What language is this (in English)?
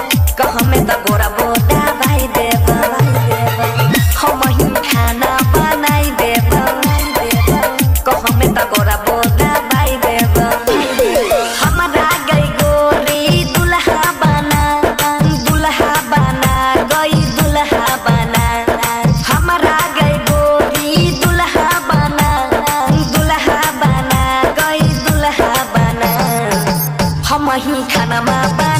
Bhojpuri